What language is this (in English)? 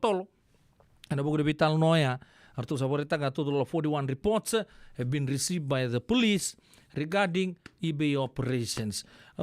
Fijian